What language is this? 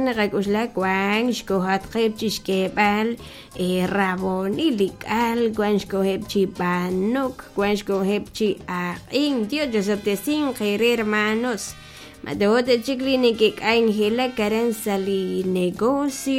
Kekchí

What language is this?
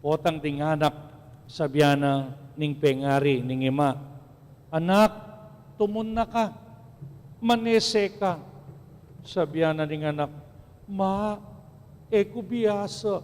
Pampanga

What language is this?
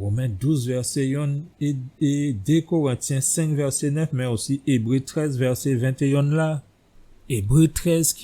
Guadeloupean Creole French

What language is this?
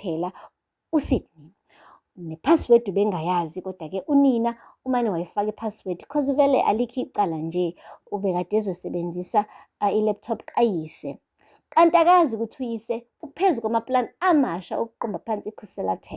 Zulu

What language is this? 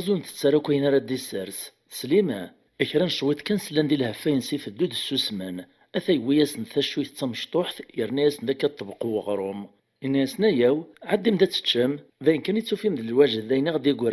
Kabyle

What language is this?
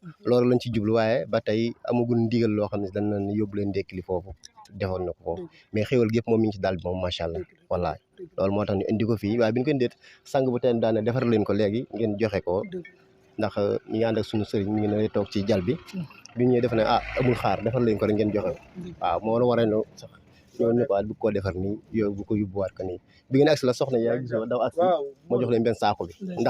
Wolof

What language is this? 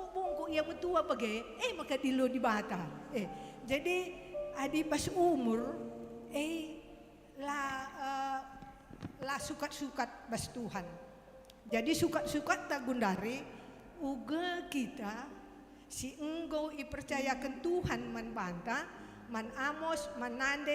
Batak Karo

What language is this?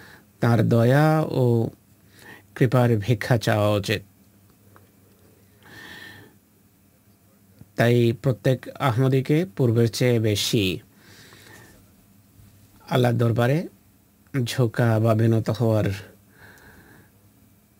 Bangla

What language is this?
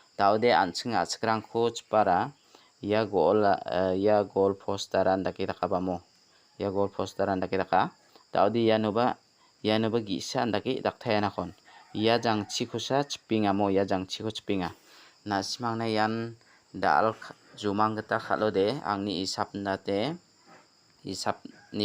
Garo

